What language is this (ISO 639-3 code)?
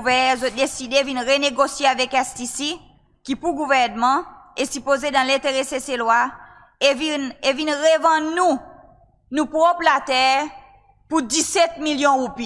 crs